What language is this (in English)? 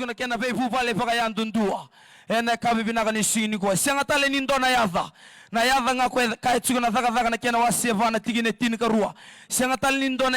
Fijian